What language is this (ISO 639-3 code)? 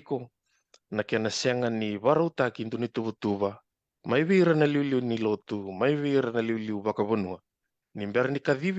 fij